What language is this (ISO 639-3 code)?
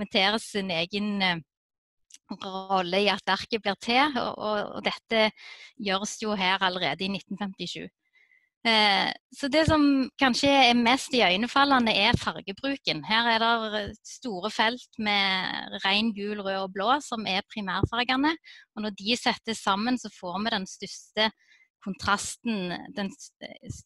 nor